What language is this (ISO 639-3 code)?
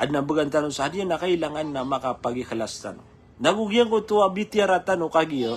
mrw